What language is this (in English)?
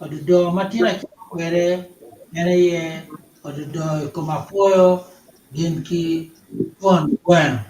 Acoli